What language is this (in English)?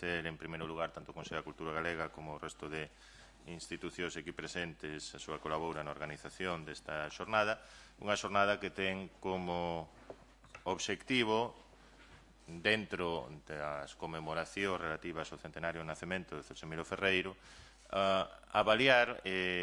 Galician